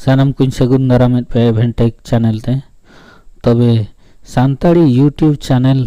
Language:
Santali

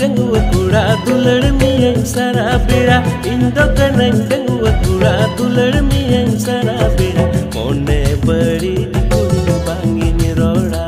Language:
Santali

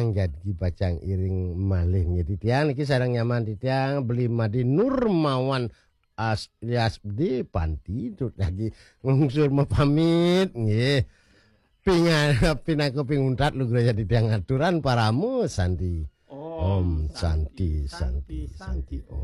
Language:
Balinese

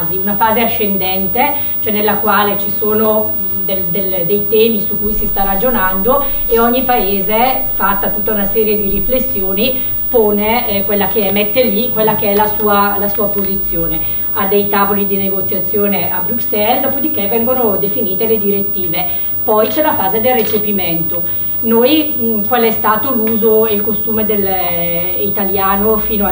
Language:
Italian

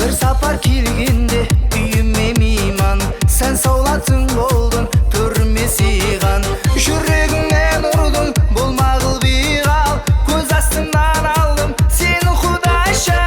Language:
Kara-Kalpak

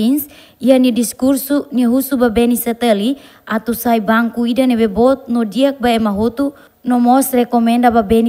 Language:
Tetum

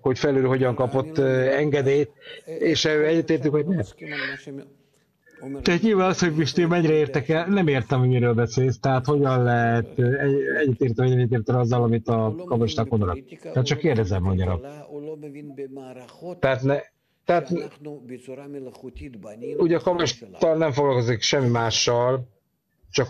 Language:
Hungarian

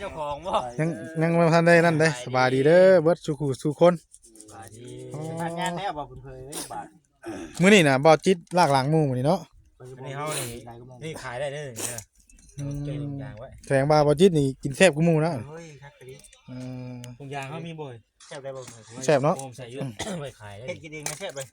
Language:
Northeastern Thai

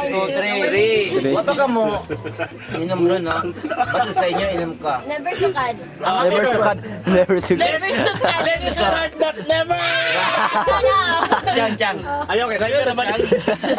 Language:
Cebuano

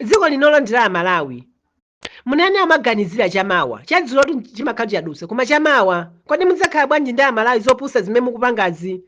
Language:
Nyanja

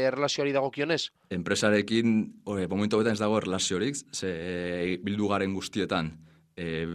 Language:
Basque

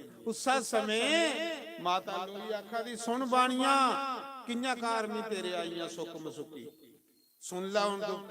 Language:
Dogri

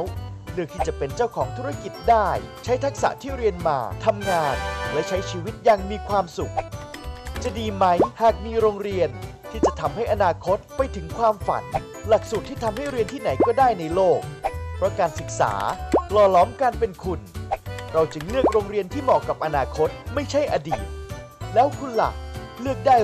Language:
Thai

